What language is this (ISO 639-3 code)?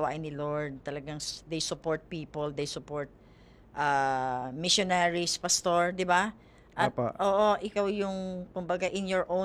fil